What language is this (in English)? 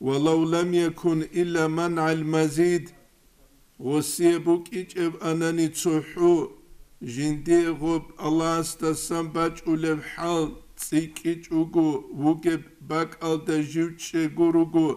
Avaric